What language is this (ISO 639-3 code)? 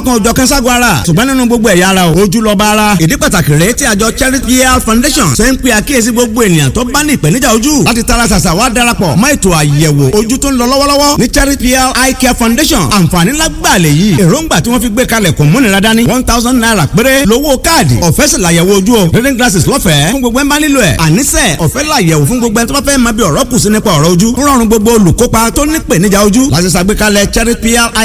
yor